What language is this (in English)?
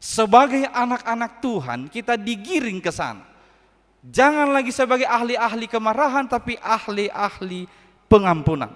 Batak Toba